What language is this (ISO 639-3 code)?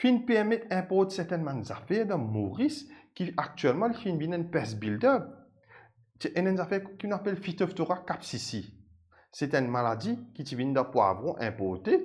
mfe